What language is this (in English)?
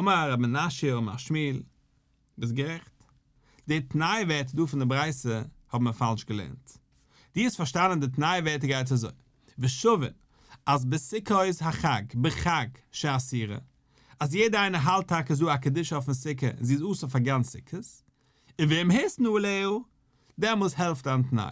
Yiddish